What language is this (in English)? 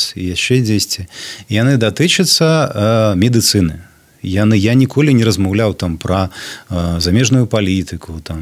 Belarusian